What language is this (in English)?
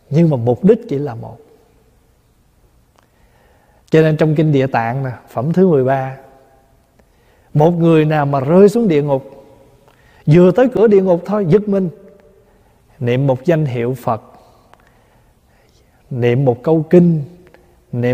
Vietnamese